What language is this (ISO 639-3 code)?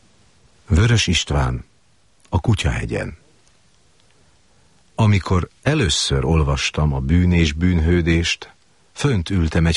hun